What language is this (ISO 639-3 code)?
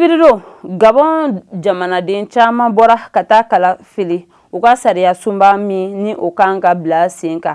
bam